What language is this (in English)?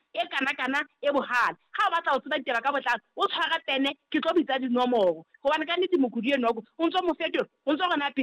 Southern Sotho